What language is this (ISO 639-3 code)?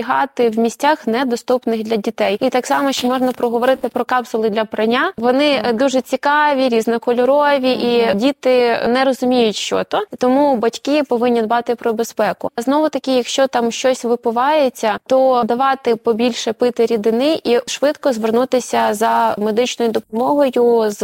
ukr